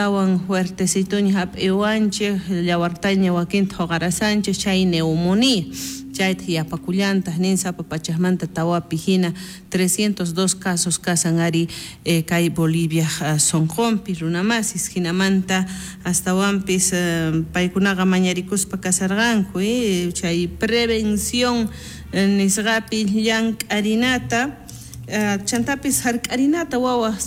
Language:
South Bolivian Quechua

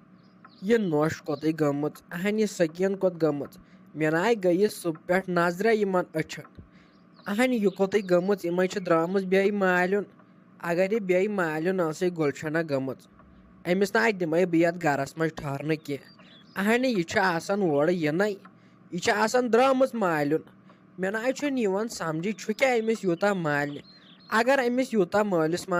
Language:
Kashmiri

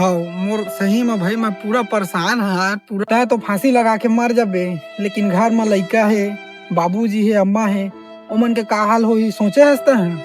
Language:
Chhattisgarhi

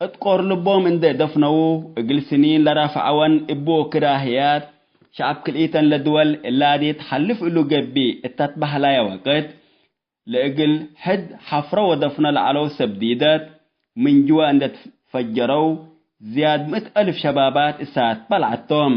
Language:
Tigre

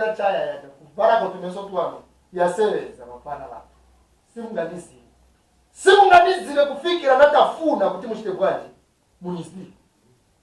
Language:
Nyanja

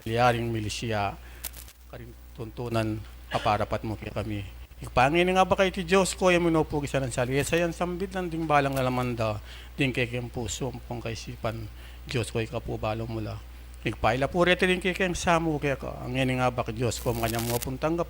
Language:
Pampanga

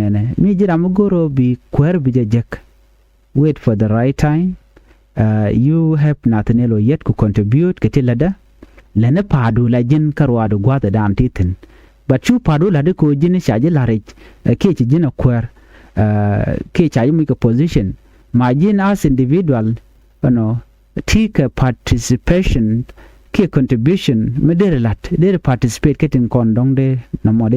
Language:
Nuer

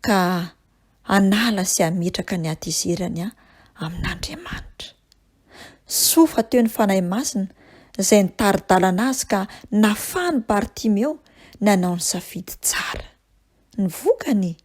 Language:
Malagasy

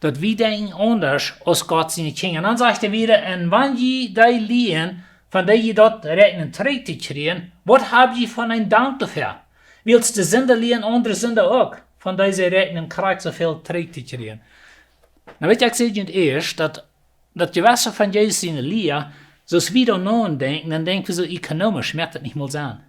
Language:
Plautdietsch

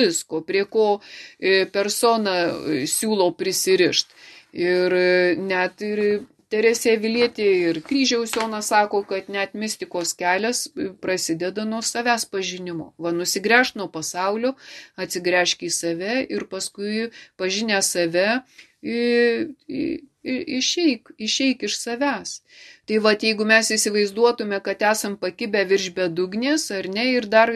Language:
Lithuanian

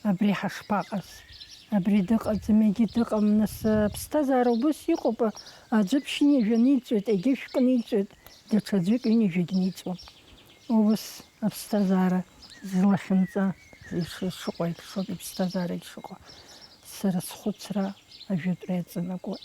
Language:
Abkhazian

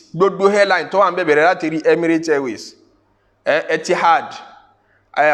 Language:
Yoruba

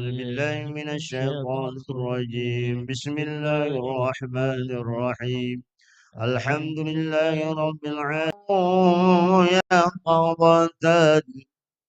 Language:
Banjar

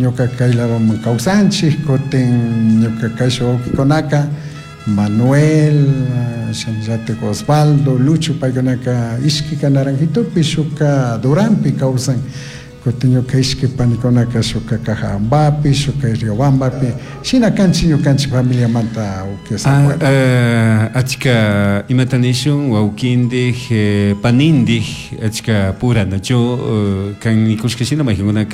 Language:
Chimborazo Highland Quichua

